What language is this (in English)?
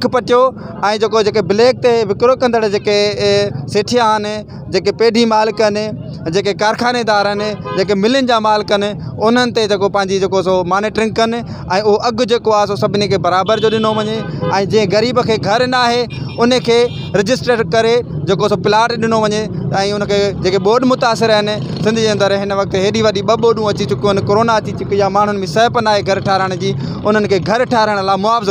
Sindhi